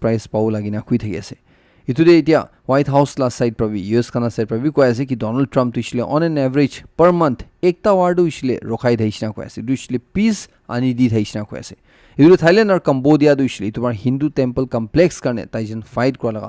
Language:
Naga Pidgin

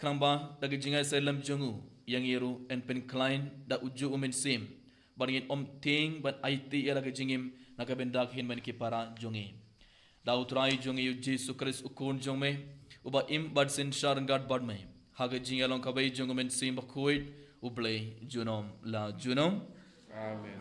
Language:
Khasi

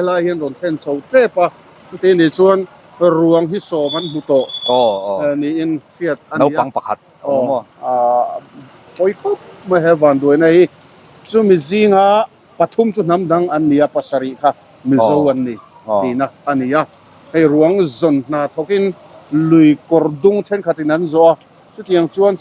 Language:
Mizo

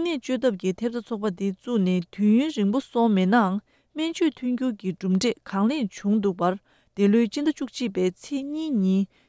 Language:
Tibetan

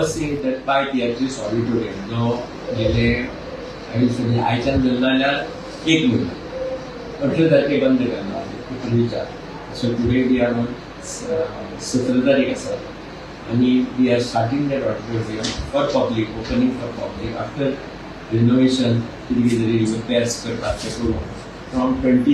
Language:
Konkani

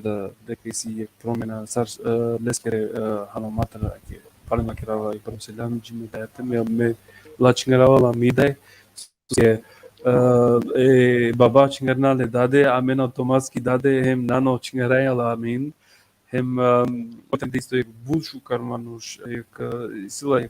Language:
Balkan Romani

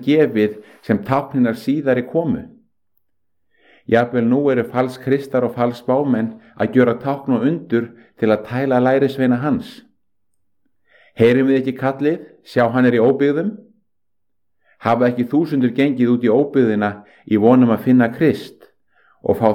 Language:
Icelandic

